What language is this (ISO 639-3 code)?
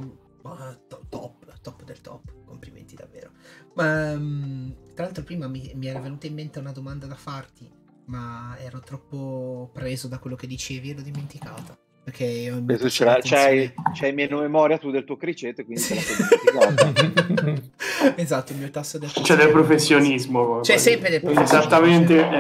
ita